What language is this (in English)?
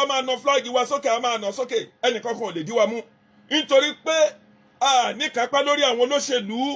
Yoruba